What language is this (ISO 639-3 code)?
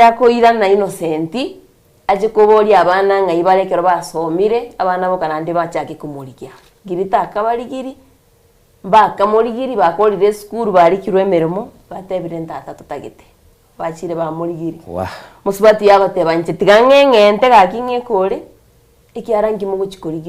guz